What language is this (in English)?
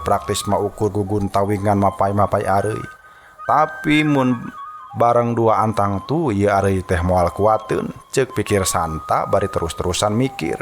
Sundanese